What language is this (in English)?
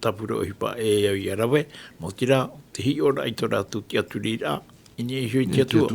Tahitian